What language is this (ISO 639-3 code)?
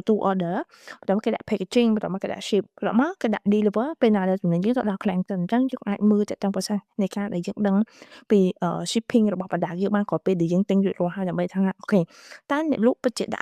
khm